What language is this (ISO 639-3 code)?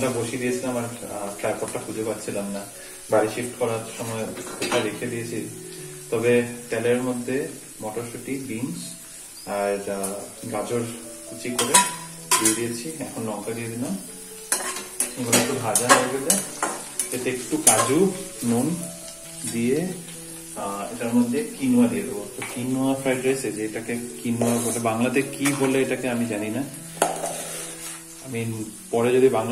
ben